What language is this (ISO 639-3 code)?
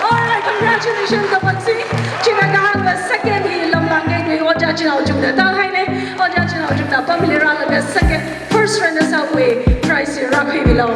nmf